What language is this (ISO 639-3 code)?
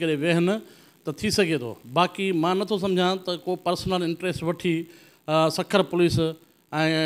snd